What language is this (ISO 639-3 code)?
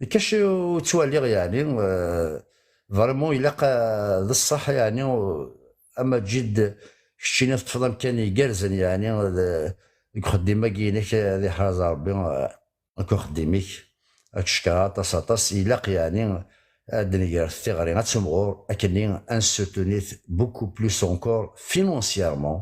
kab